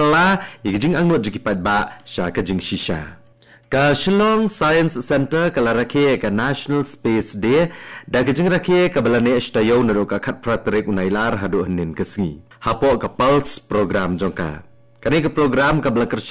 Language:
Khasi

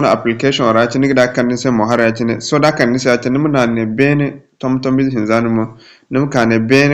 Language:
Zarma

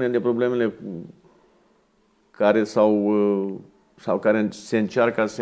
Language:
Romanian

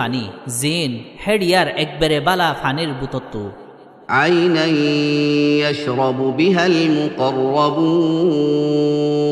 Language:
Rohingya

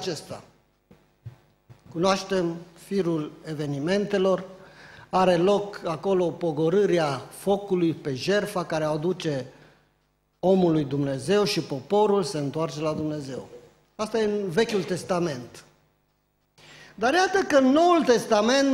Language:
Romanian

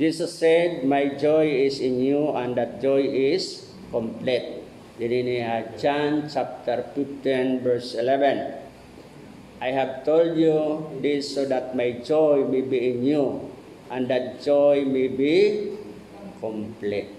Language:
Waray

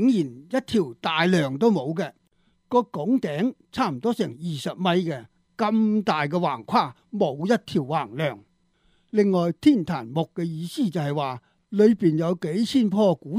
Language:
Cantonese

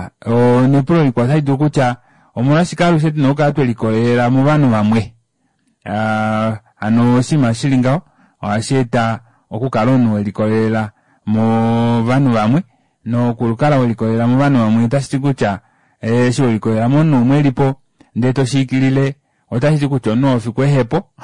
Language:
Kuanyama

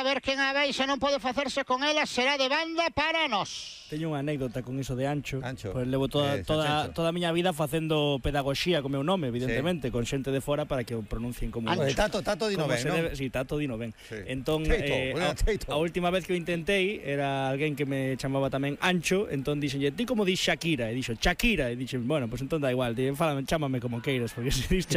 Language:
Galician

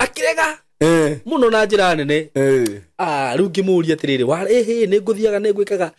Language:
Kikuyu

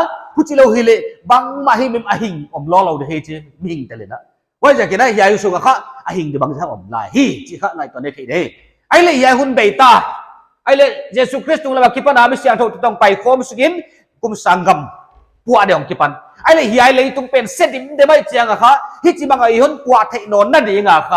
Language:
Paite Chin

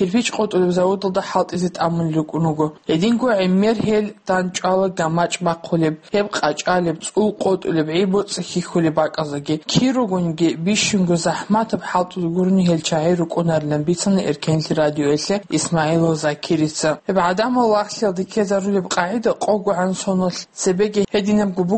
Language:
Avaric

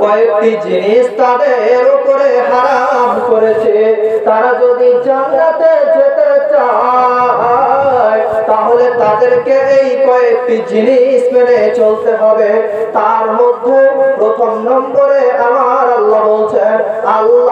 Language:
Bangla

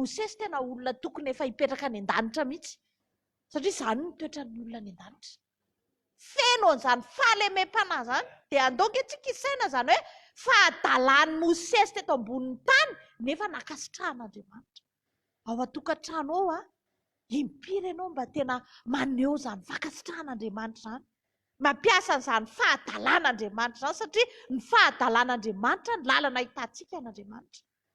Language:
Malagasy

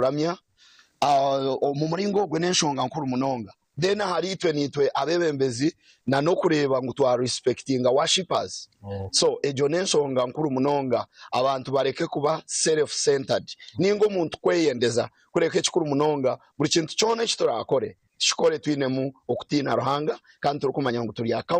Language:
Nyankole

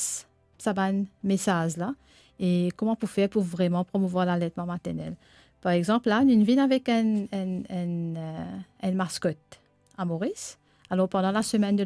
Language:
Morisyen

